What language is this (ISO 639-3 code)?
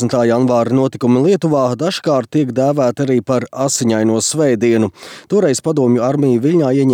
lav